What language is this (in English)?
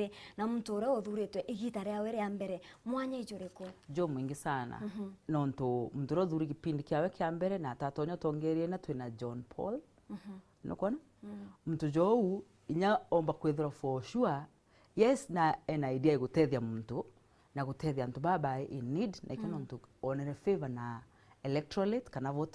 Meru